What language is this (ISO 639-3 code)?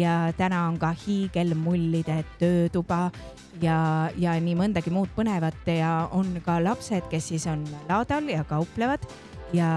est